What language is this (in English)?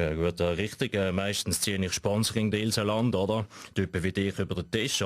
Swiss German